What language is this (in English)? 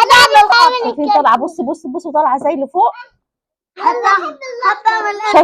Egyptian Arabic